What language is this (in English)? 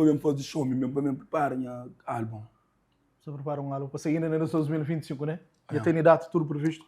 Kabuverdianu